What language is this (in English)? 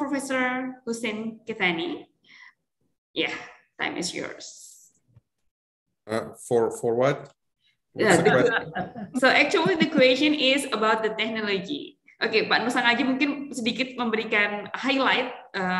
Indonesian